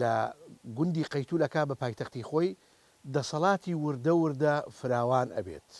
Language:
Central Kurdish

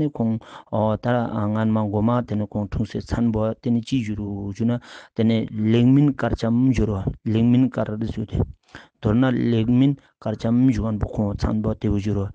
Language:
Ladakhi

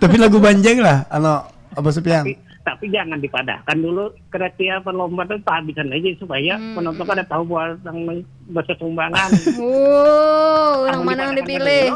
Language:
Banjar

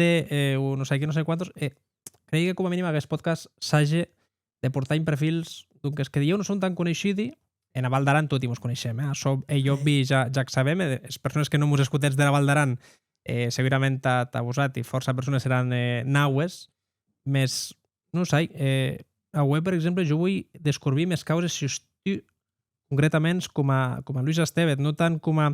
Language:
Occitan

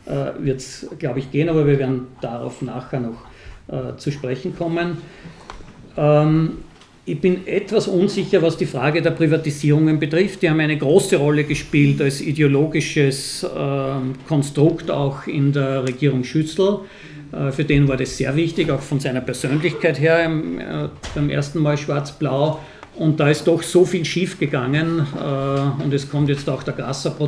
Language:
German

